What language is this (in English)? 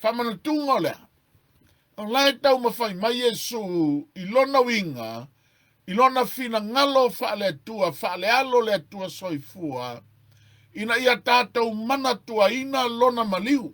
Samoan